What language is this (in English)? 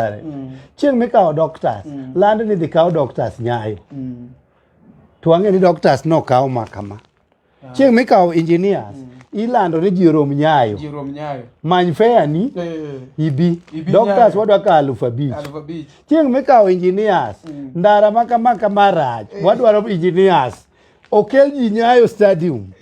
Luo (Kenya and Tanzania)